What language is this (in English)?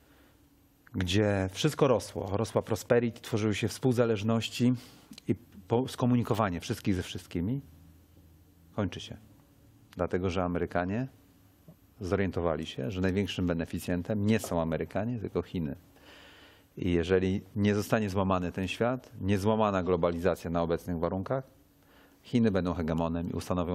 Polish